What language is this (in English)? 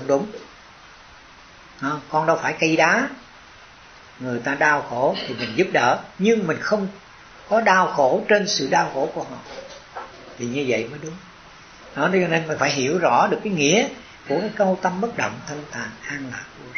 Vietnamese